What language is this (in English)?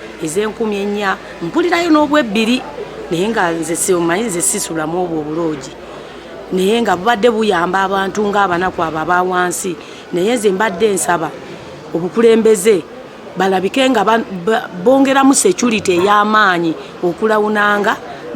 Ganda